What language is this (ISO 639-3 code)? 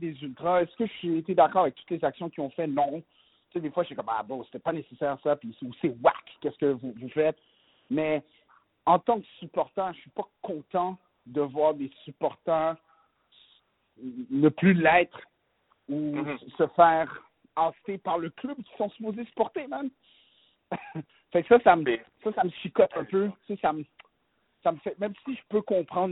fra